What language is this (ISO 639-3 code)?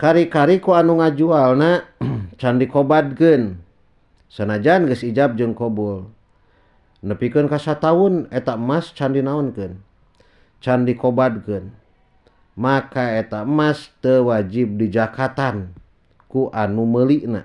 sun